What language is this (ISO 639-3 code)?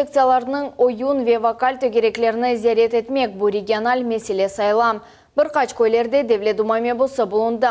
crh